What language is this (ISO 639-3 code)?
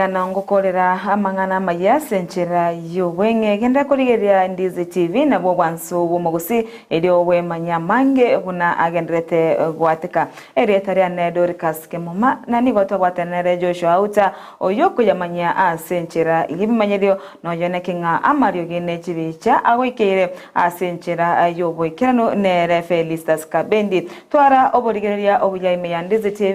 guz